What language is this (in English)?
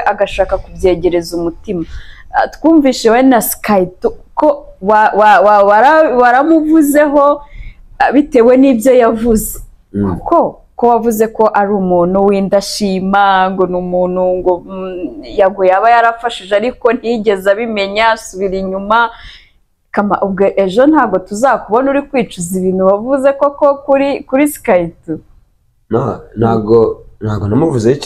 Kinyarwanda